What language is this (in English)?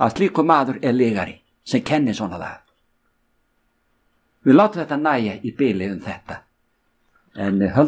Icelandic